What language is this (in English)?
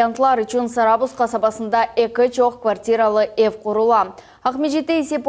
Crimean Tatar